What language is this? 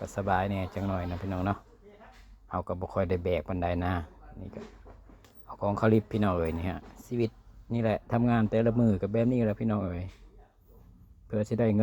Lao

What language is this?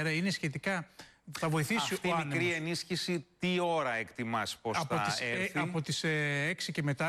Greek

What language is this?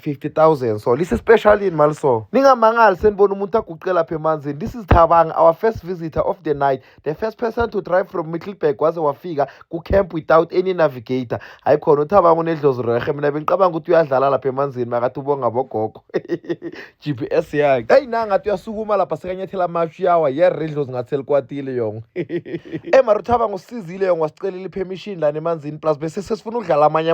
Zulu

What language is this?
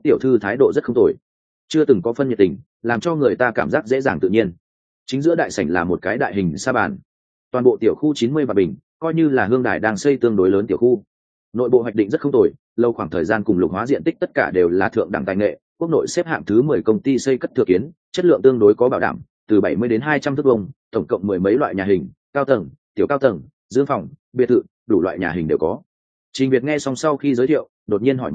Vietnamese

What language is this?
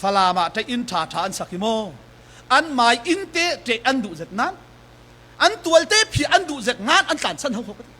Falam Chin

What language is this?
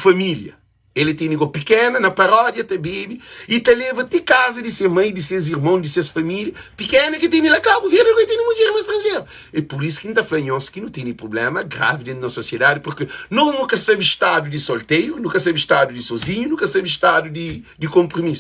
Kabuverdianu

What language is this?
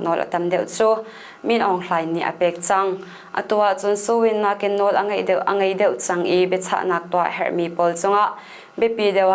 Hakha Chin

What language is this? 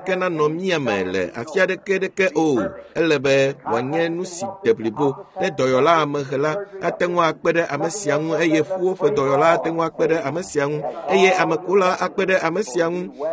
Ewe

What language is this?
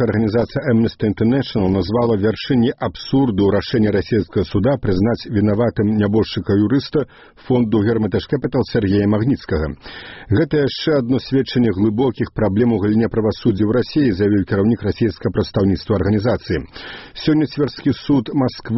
Belarusian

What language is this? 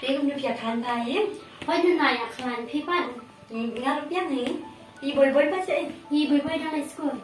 Khasi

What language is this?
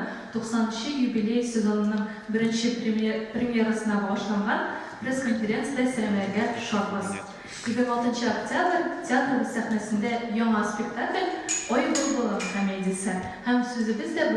Tatar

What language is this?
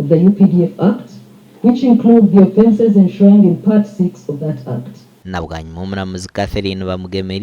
Nyankole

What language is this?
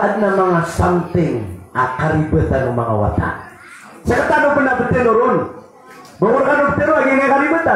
Maranao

